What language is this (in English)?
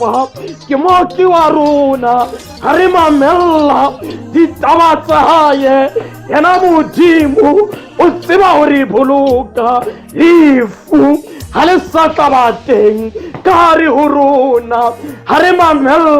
Southern Sotho